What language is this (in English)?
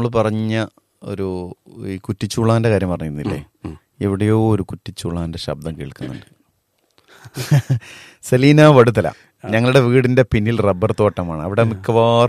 Malayalam